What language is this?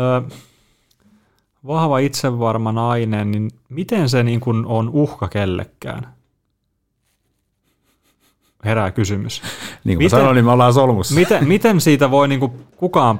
Finnish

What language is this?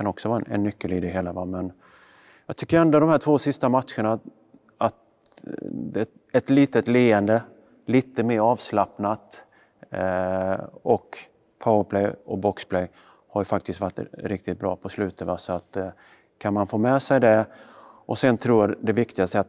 Swedish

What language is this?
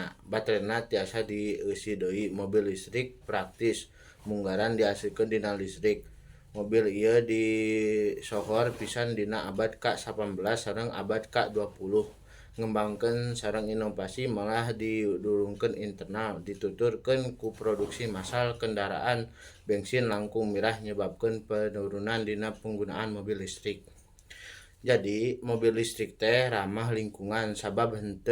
Sundanese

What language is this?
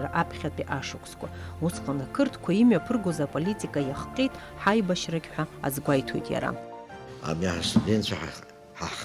Abkhazian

